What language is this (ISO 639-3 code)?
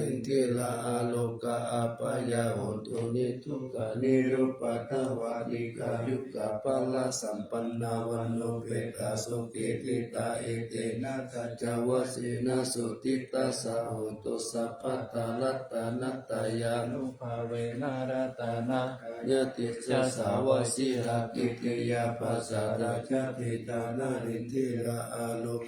pli